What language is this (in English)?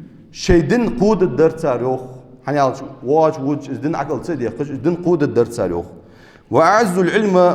Ingush